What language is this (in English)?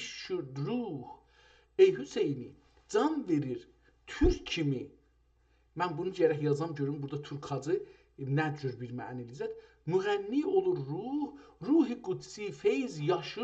South Azerbaijani